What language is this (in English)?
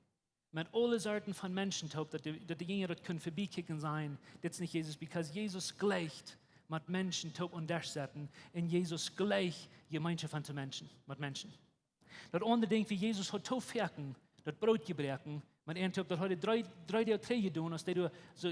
Plautdietsch